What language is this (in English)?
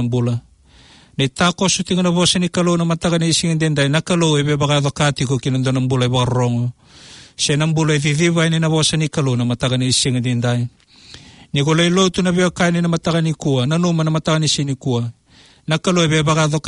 Fijian